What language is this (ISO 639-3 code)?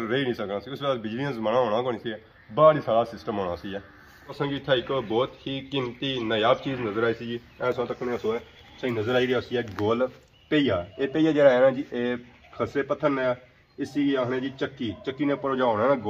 phr